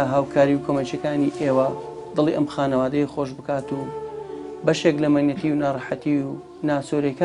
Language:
Central Kurdish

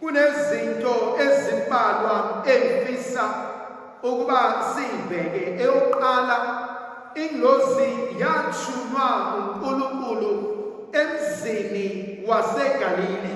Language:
Zulu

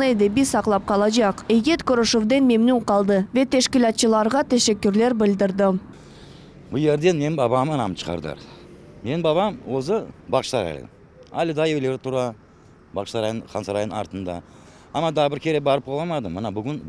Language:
Crimean Tatar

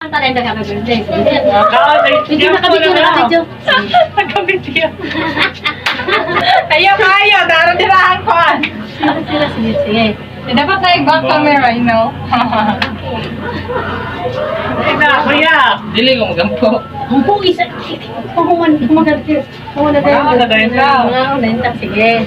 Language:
Cebuano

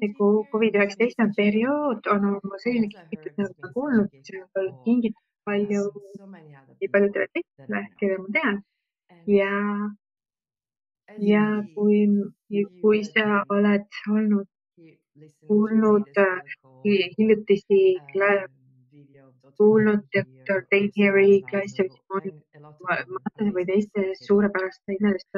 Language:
Estonian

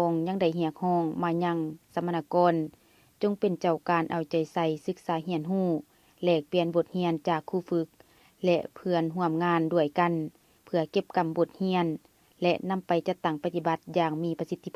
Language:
Lao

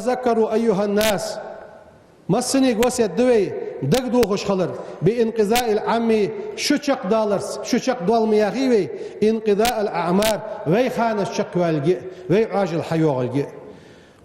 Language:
Ingush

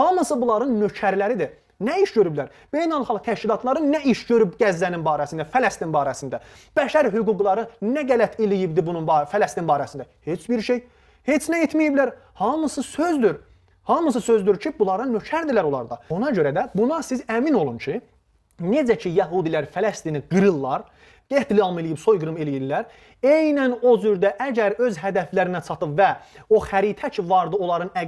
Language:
Azerbaijani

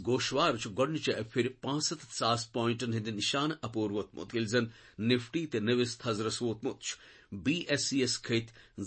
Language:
Kashmiri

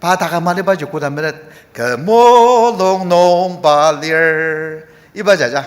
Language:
Ao Naga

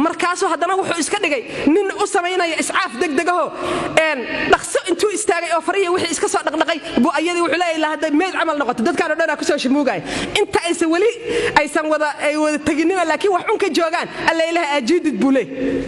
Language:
Somali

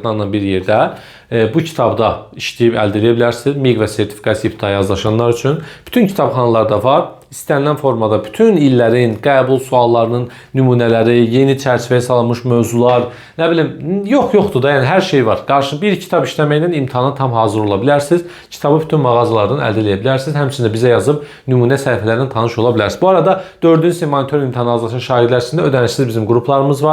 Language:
Azerbaijani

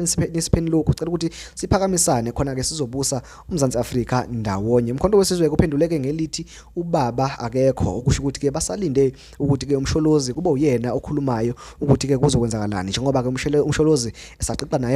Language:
Zulu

